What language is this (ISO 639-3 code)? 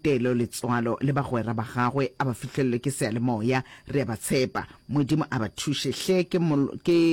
nso